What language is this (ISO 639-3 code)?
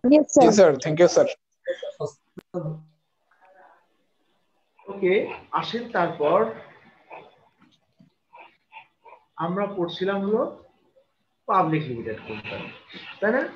ben